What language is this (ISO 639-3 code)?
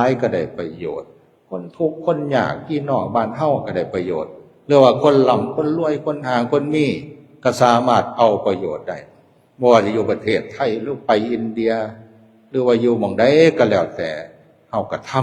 lao